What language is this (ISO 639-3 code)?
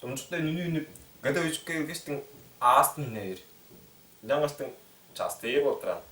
tyv